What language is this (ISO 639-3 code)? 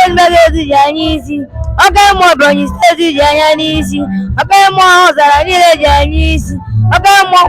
ibo